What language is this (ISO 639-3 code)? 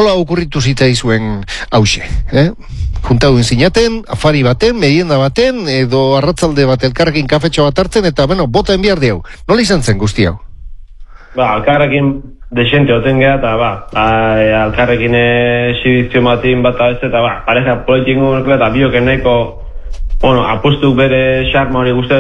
eus